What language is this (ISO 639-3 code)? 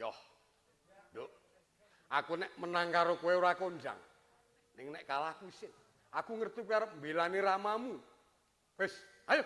jav